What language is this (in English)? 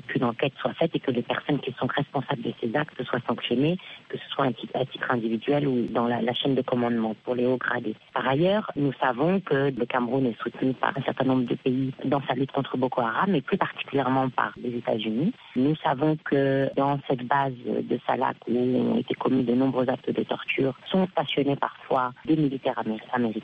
French